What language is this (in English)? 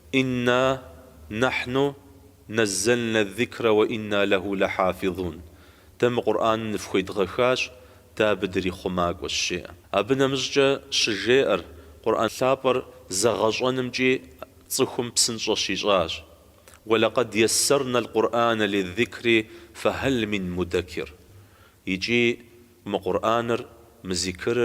Kabardian